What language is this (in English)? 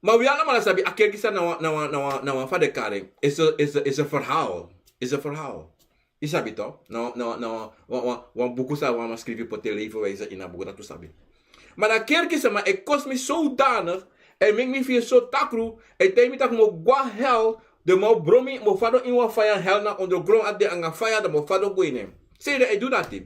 Sranan Tongo